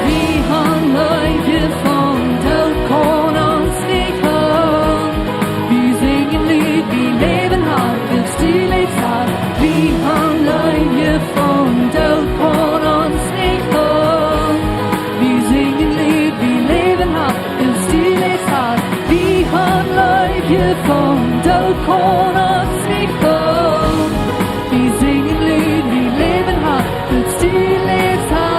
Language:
Plautdietsch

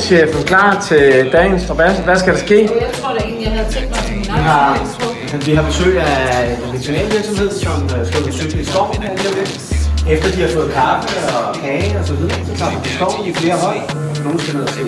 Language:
Danish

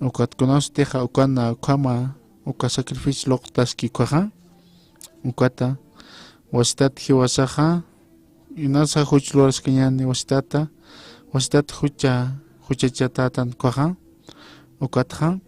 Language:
Aymara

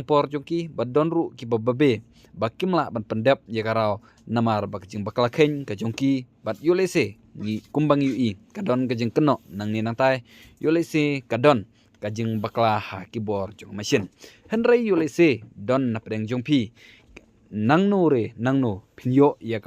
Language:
Khasi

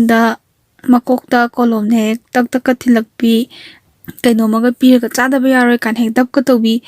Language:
Manipuri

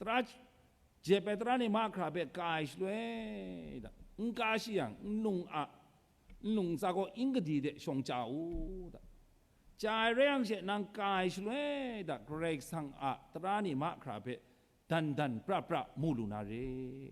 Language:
Kachin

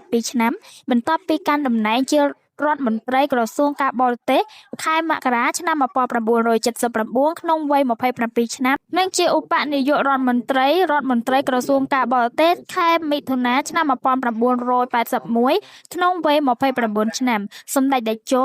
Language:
Khmer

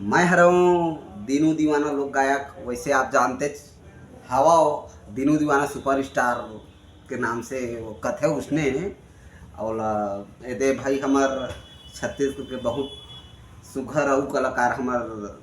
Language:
Chhattisgarhi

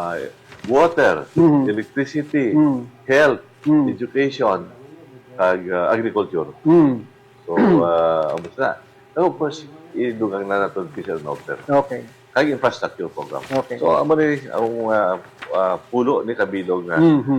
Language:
Hiligaynon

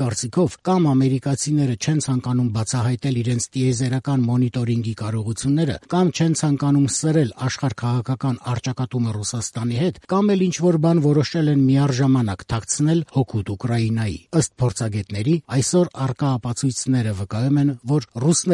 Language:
Armenian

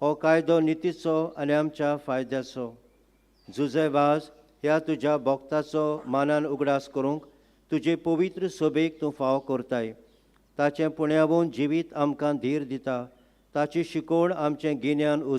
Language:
Konkani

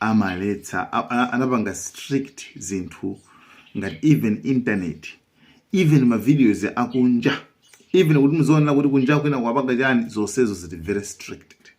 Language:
Nyanja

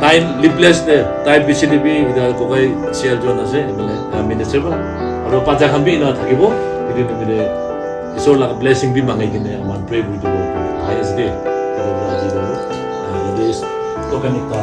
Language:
Naga Pidgin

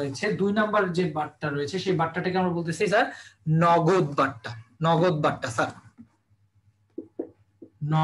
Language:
Bangla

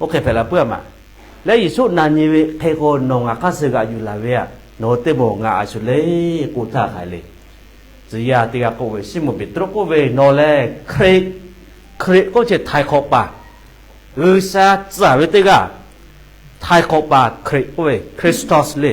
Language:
Lahu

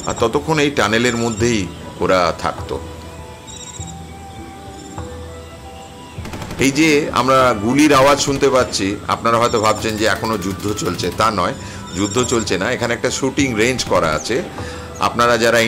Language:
Bangla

